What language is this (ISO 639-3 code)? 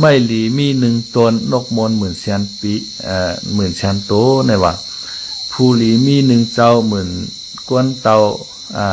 shn